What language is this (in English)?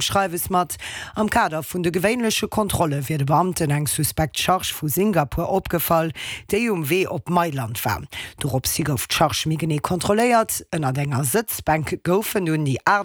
Luxembourgish